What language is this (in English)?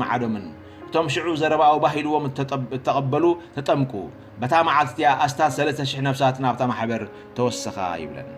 Tigrinya